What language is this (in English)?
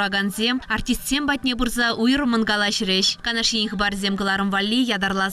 Chuvash